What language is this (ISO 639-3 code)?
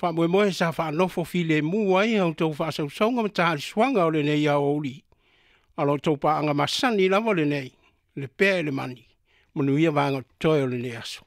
smo